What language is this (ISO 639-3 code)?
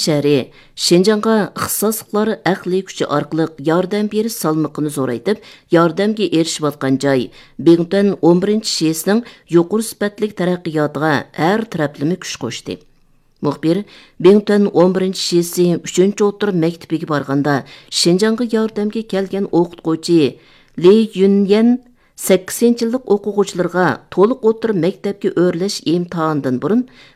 uig